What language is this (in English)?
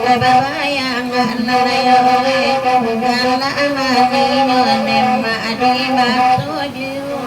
Minangkabau